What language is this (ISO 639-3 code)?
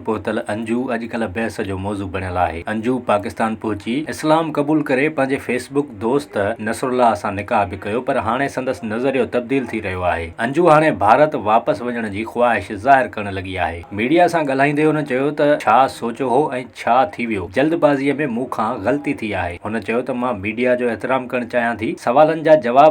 snd